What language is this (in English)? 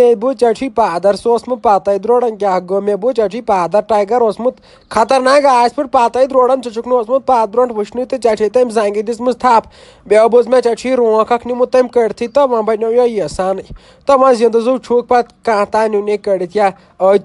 Kashmiri